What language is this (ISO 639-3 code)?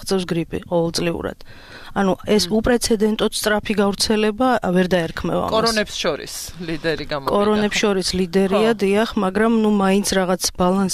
kat